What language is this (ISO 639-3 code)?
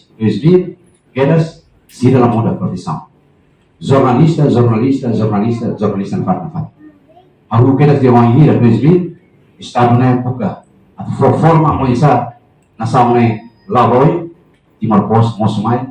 tet